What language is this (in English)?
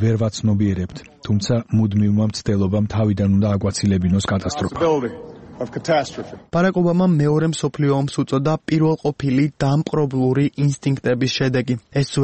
Georgian